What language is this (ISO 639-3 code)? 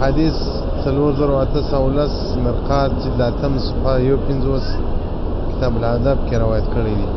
pus